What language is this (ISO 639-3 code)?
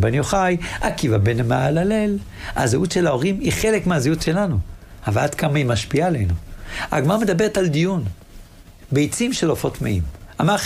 heb